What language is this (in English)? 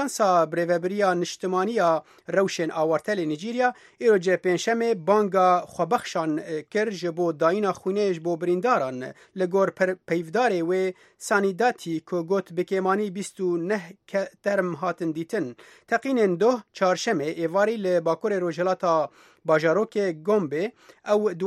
Kurdish